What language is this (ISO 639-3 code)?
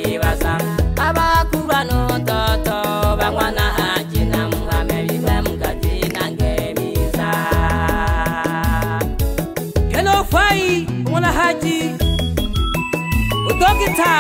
swa